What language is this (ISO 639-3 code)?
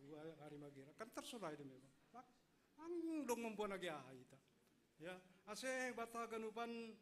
bts